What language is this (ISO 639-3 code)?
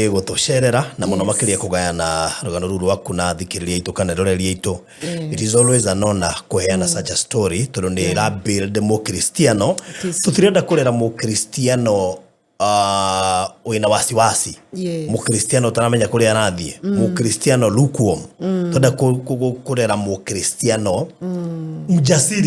kik